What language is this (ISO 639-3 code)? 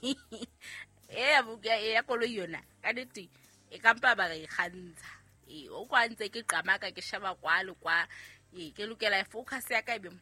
sot